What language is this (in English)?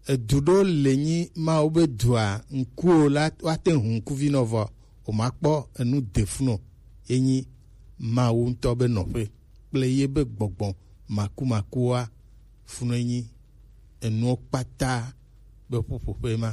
Gen